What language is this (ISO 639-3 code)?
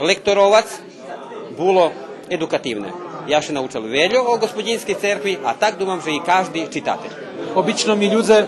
rue